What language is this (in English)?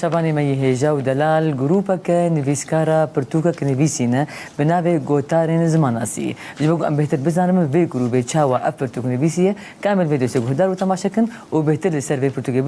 Kurdish